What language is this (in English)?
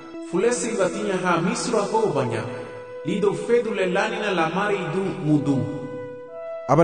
Garifuna